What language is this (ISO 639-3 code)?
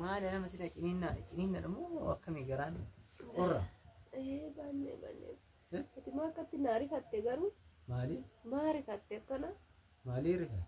orm